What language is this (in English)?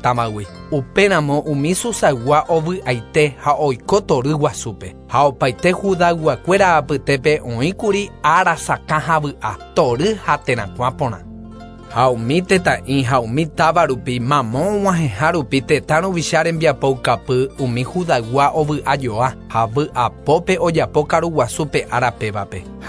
Guarani